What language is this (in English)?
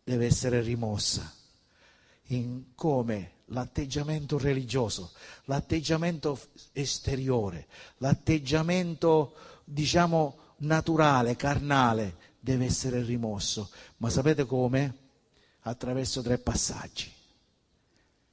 Italian